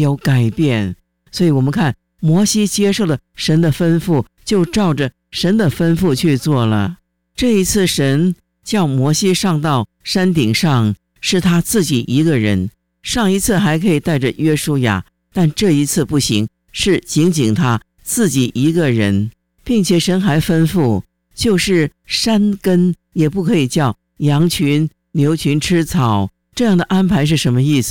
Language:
Chinese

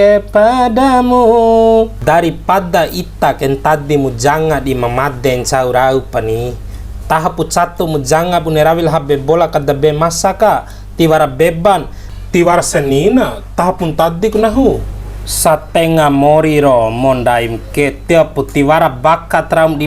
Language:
Bima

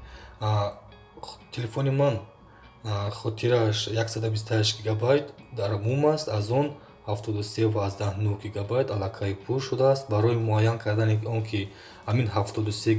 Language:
Tajik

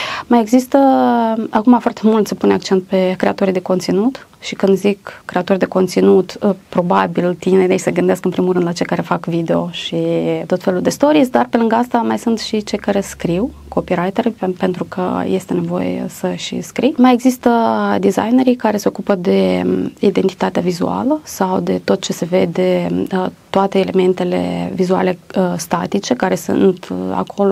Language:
Romanian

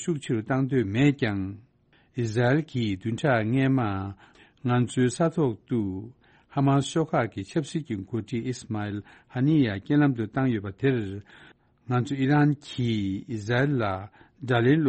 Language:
Tibetan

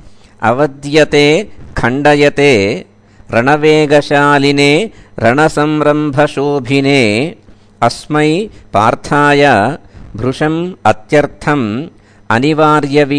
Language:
Sanskrit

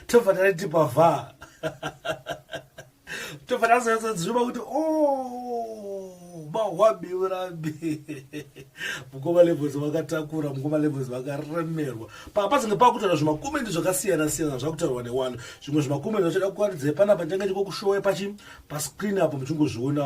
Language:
Shona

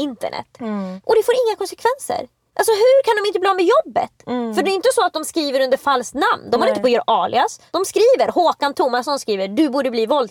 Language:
Swedish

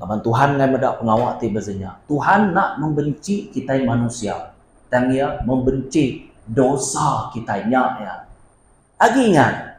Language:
Iban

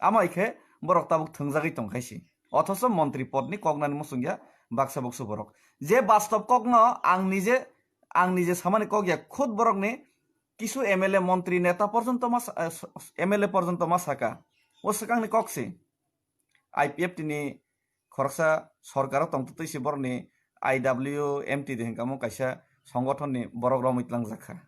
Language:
Kok Borok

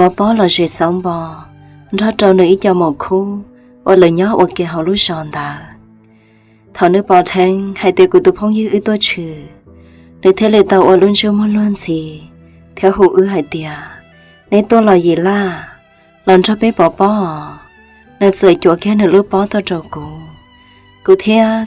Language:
Hmong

